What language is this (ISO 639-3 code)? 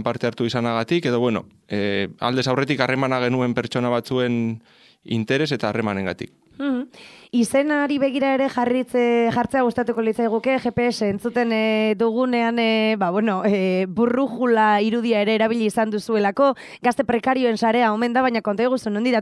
eus